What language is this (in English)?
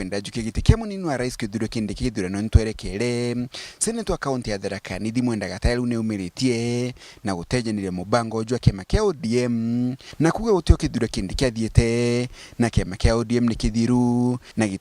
Meru